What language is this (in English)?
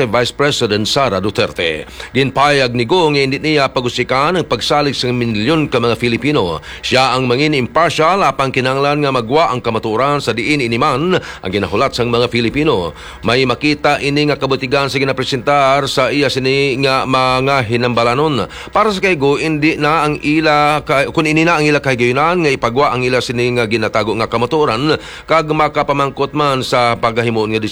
Hiligaynon